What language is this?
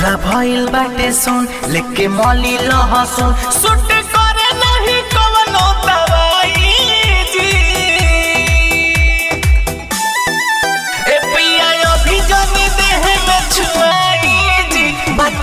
Bhojpuri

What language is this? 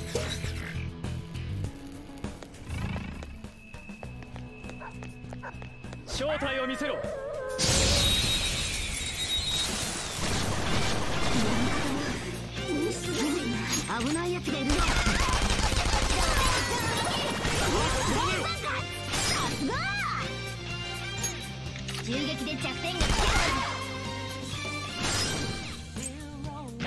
Japanese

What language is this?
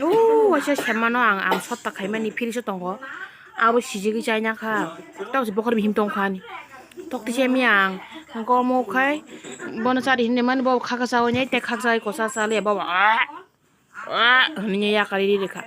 Kok Borok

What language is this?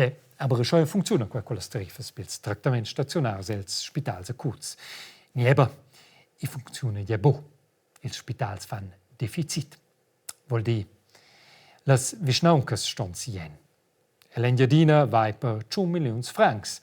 Romansh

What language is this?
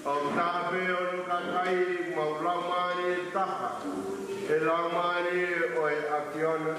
Tongan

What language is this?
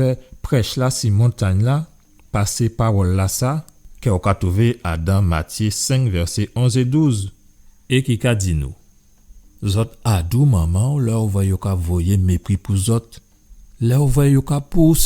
Guadeloupean Creole French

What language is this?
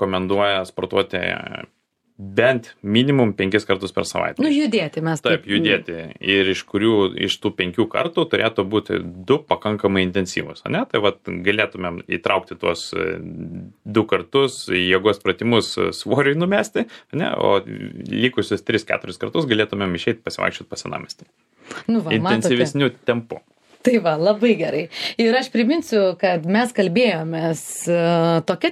Lithuanian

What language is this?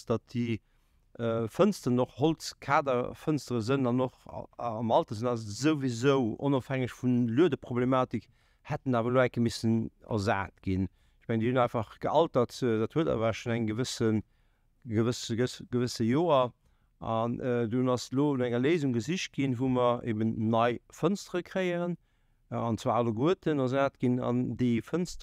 Luxembourgish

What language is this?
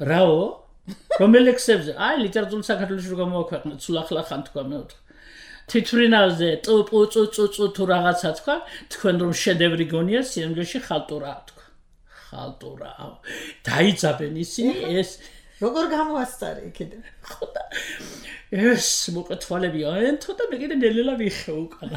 Georgian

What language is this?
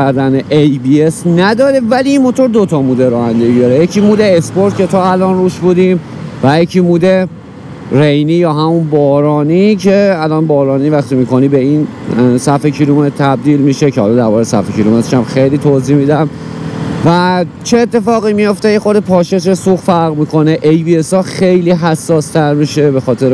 Persian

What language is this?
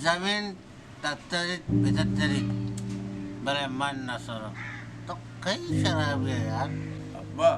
Baluchi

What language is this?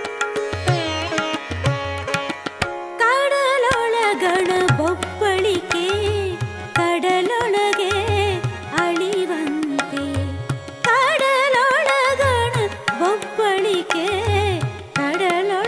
Kannada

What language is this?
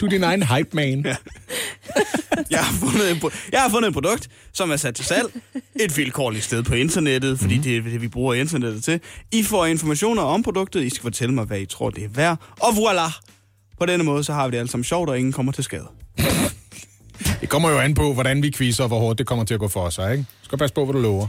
Danish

